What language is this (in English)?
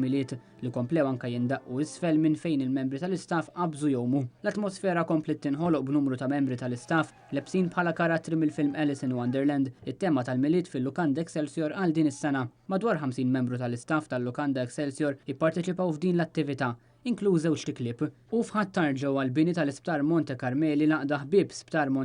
Maltese